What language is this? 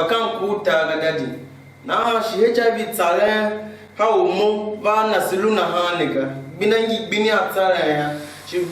Tiv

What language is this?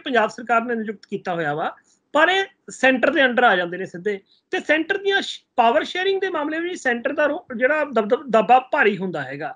Punjabi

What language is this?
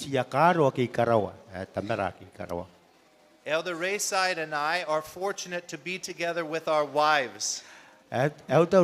Gilbertese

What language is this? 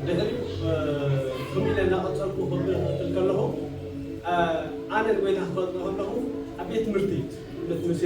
Tigrinya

